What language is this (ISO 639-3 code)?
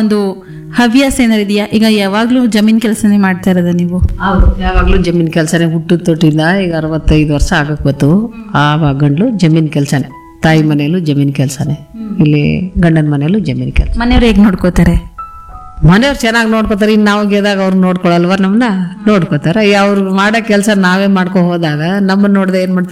kan